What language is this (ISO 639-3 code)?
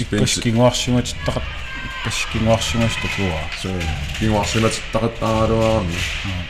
kal